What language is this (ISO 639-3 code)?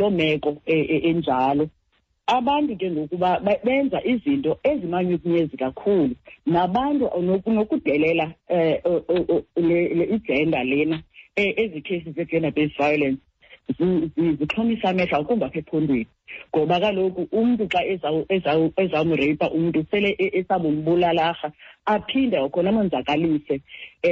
xho